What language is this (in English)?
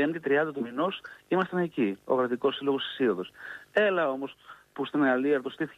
Greek